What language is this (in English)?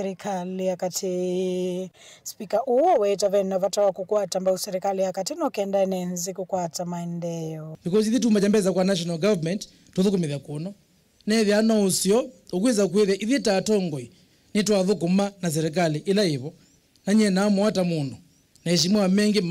Kamba